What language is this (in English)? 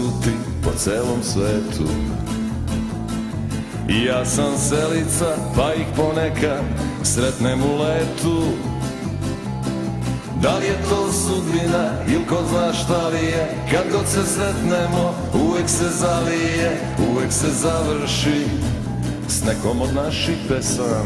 Serbian